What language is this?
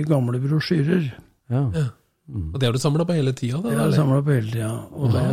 Norwegian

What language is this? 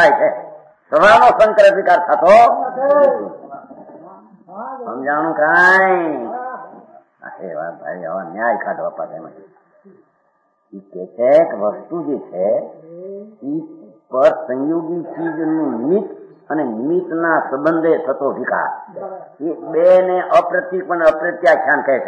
Gujarati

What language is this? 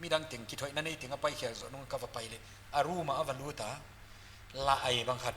Paite Chin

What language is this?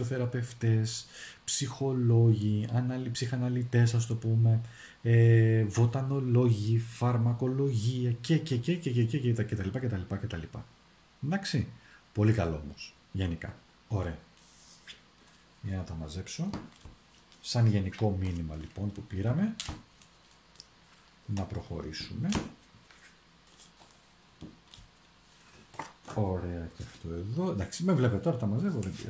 Greek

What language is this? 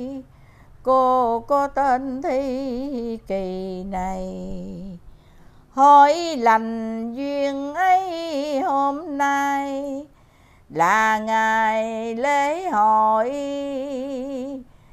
Vietnamese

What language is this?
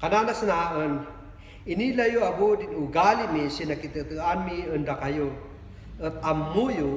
Kankanaey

